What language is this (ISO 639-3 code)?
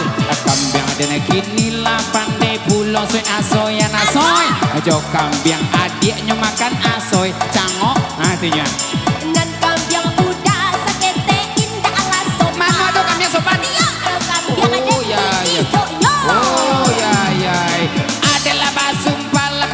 min